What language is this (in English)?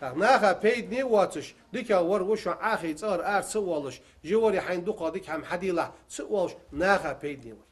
Ingush